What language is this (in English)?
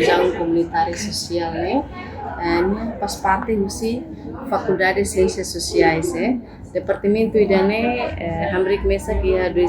Tetum